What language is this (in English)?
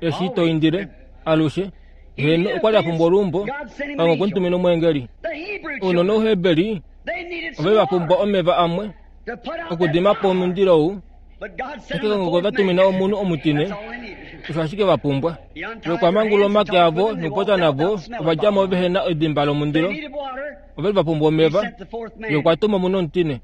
Kuanyama